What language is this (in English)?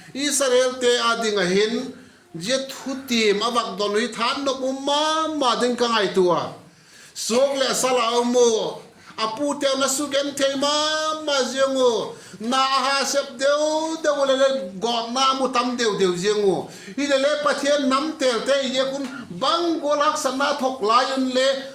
Vaiphei